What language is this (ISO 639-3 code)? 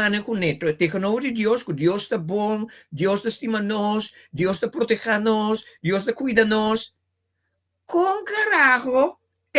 pap